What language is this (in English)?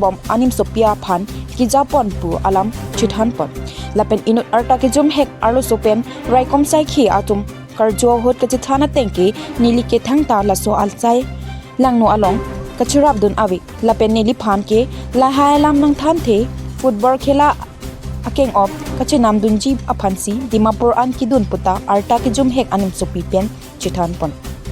Karbi